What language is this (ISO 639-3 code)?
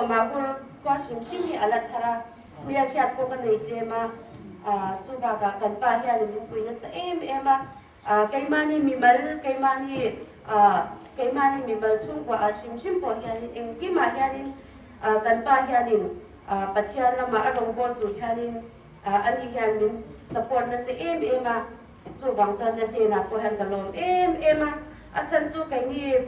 hmr